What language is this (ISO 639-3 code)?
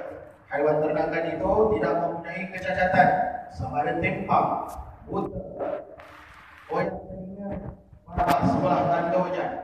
msa